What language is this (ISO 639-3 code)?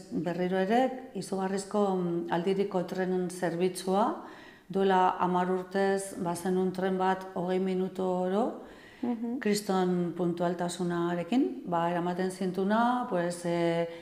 eus